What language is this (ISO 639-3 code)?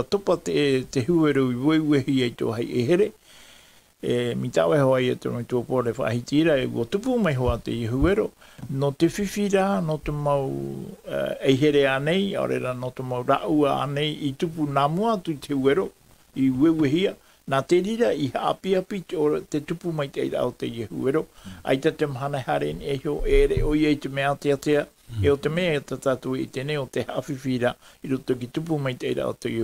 tah